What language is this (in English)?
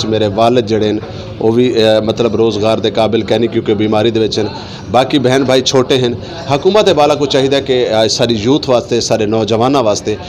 Saraiki